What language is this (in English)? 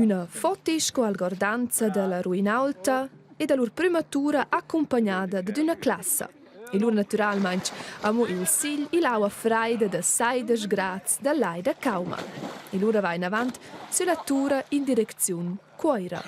Romansh